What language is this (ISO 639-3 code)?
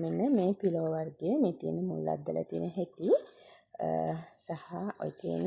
sin